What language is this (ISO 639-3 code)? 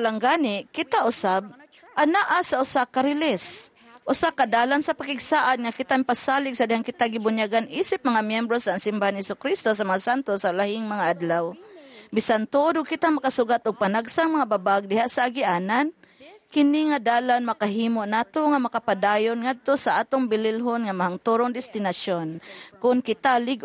ceb